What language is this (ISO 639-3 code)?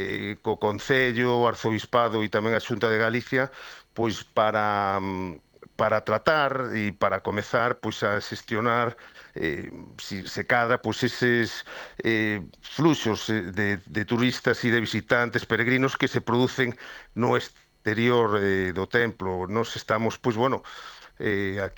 glg